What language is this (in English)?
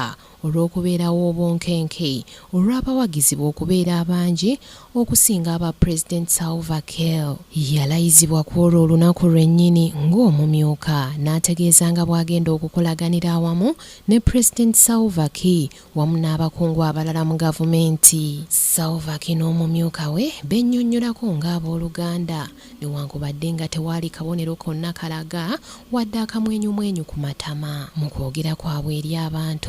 Ganda